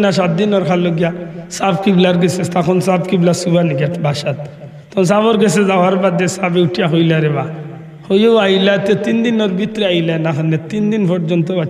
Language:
Sylheti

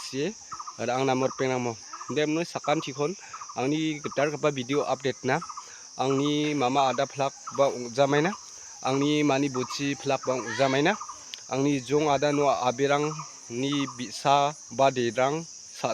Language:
Garo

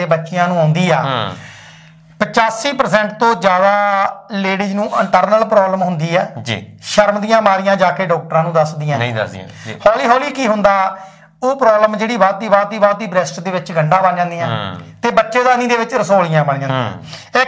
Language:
Punjabi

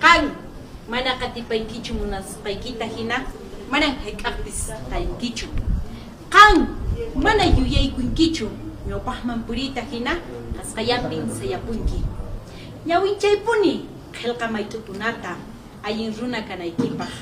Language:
Quechua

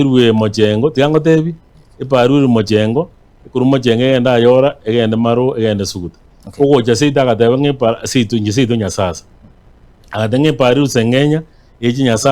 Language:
Gusii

